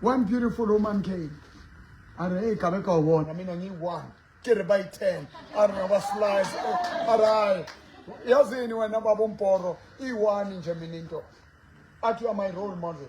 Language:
Southern Sotho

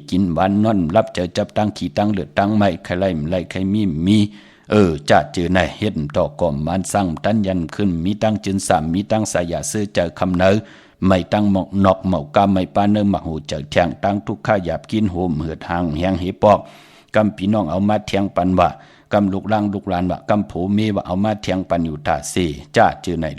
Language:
Shan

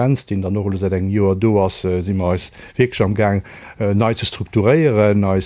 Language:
Luxembourgish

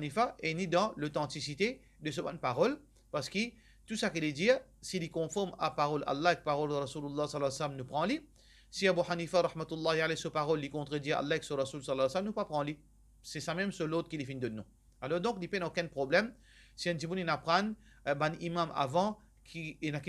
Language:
Morisyen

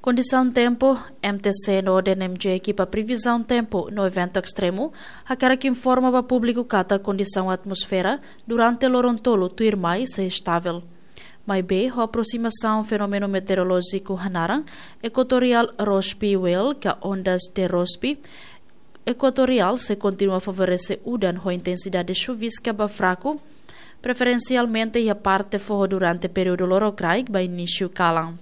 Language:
Tetum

